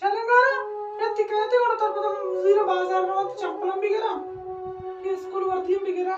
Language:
Baluchi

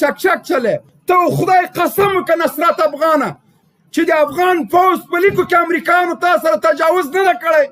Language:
Pashto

